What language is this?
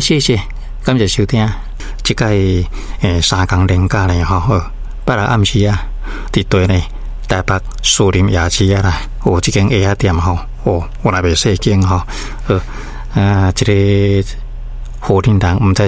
Min Nan Chinese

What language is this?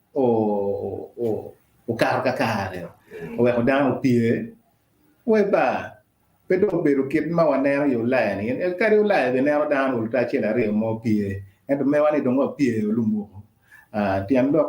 Acoli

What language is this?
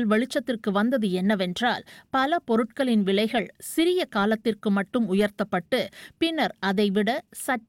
Tamil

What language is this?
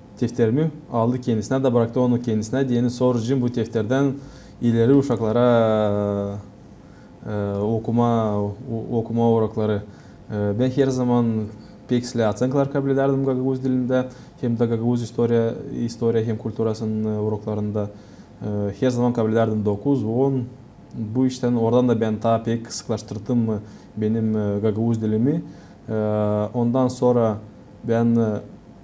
Gagauz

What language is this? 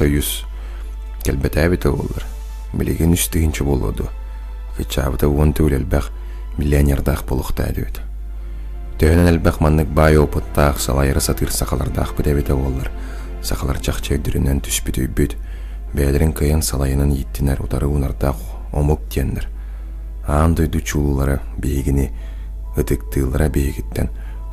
Yakut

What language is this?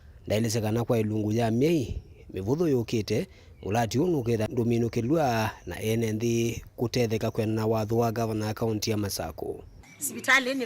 Kamba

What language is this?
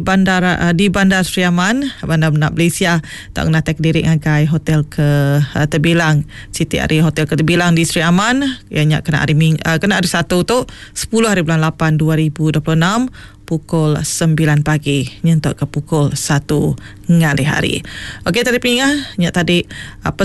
Iban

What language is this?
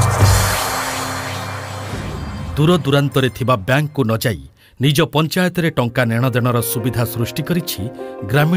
Odia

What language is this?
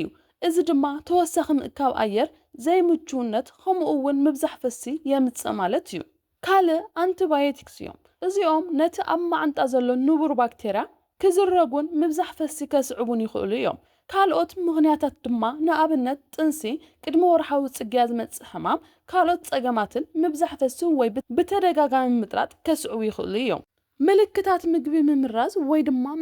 Tigrinya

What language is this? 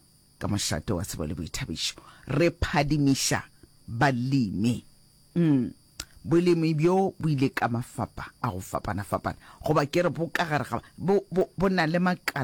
Northern Sotho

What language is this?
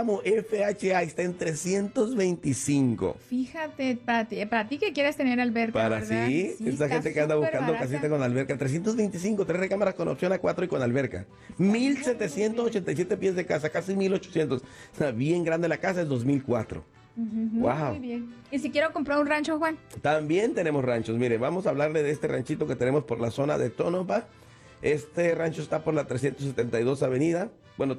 Spanish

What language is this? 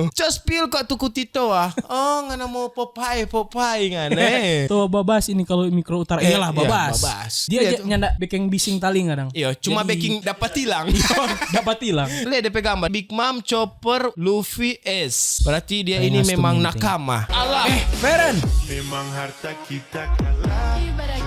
Manado Malay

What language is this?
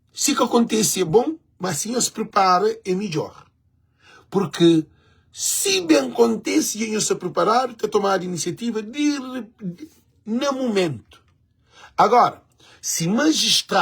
Kabuverdianu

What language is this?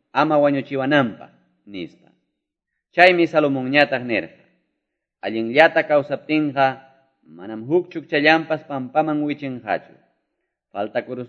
Quechua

